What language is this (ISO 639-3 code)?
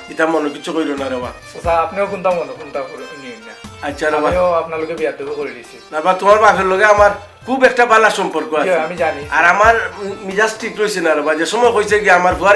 syl